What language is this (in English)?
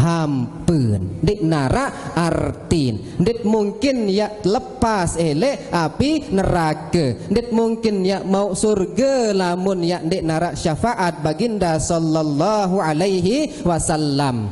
Sasak